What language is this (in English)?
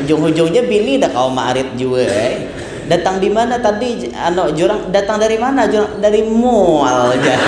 Banjar